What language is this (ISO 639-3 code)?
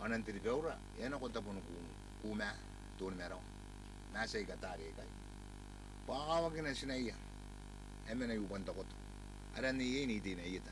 gil